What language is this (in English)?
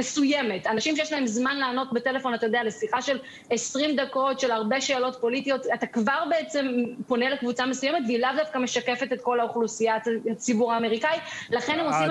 Hebrew